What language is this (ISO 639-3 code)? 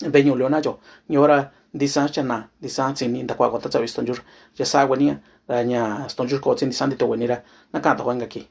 mix